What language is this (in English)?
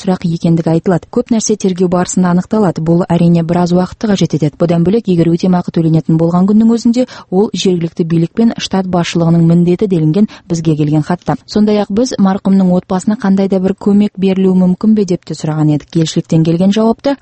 Kazakh